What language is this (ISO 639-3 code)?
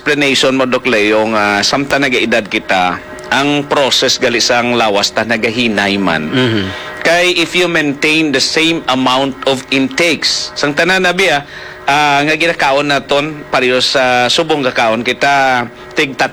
hil